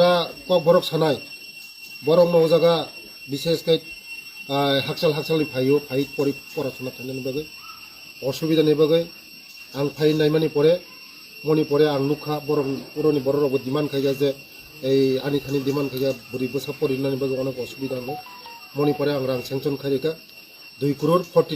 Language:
Kok Borok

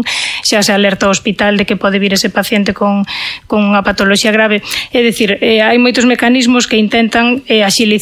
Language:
Galician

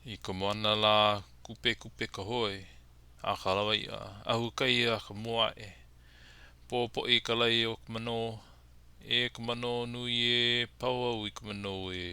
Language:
Hawaiian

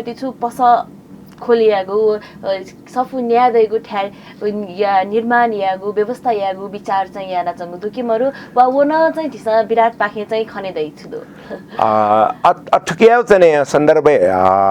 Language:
Newari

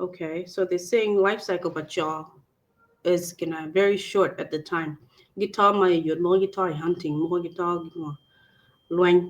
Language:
Acoli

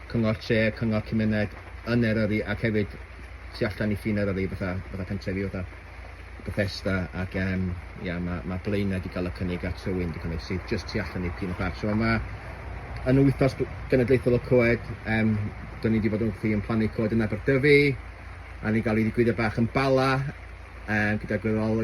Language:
Welsh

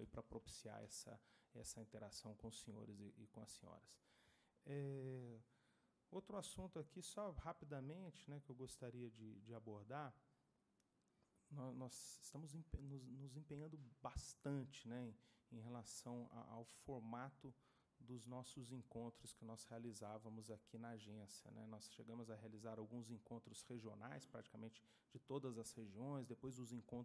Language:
Portuguese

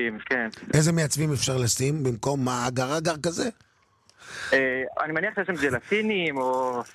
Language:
Hebrew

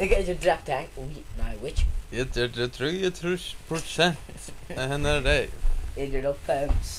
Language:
Faroese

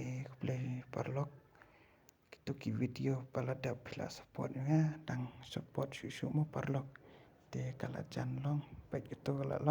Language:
Khasi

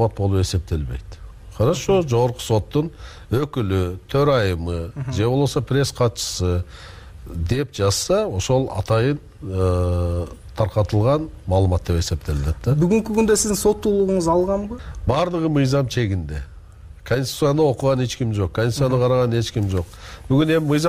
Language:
Kyrgyz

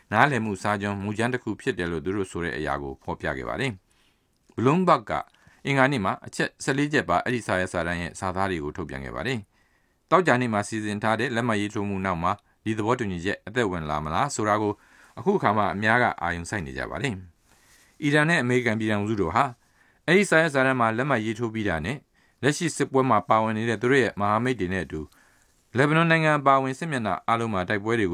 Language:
Burmese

